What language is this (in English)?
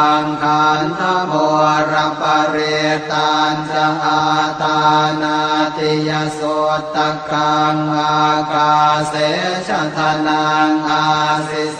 Pali